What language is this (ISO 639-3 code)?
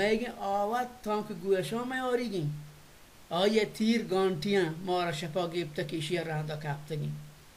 bal